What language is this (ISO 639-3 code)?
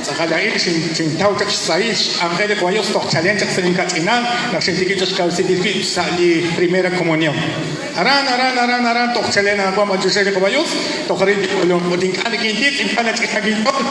kek